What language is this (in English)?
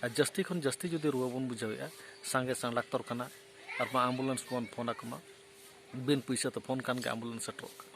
Santali